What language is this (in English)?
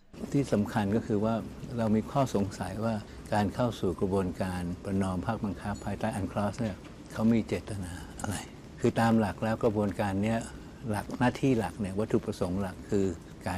Thai